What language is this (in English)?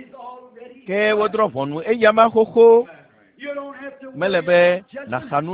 Ewe